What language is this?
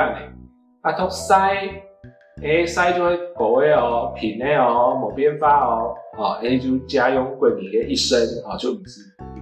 Hakka Chinese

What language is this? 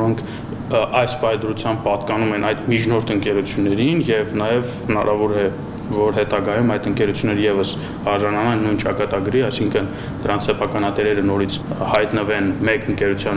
Armenian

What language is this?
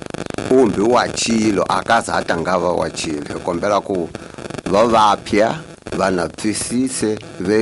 Tsonga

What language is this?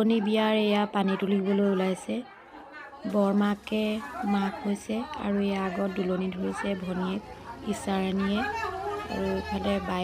Assamese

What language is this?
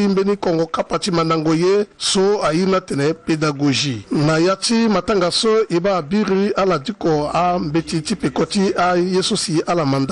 Sango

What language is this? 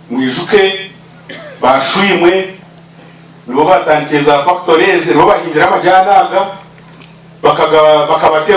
Nyankole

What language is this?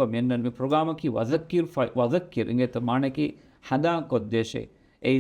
Divehi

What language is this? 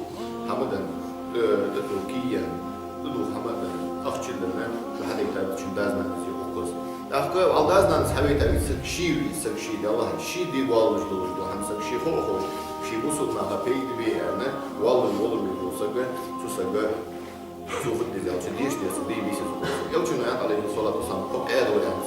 Ingush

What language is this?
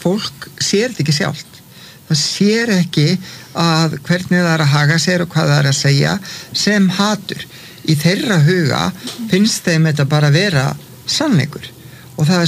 Icelandic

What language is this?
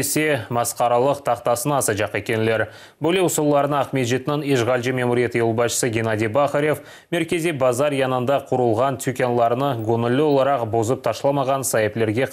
Crimean Tatar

